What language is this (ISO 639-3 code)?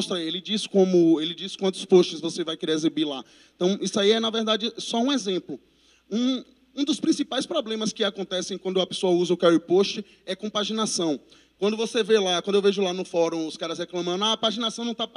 por